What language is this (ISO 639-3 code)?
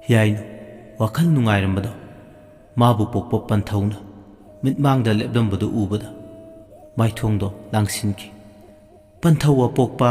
mni